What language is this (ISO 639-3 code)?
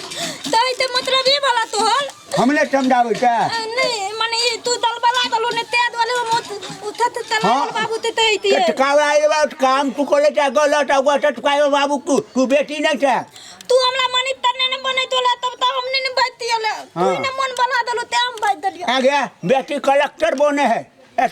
mai